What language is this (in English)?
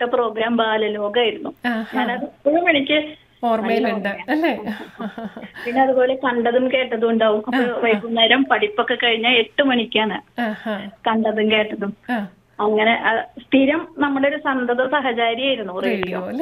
Malayalam